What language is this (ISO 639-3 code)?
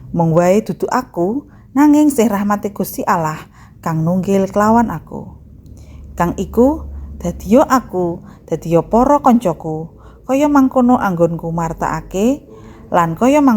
jav